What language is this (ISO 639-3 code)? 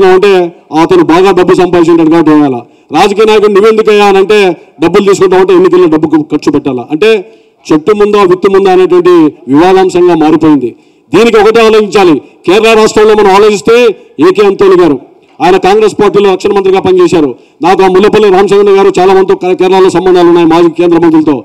tel